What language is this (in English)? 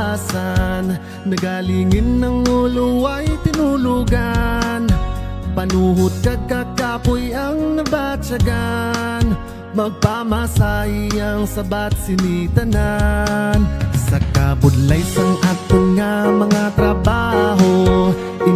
Hiligaynon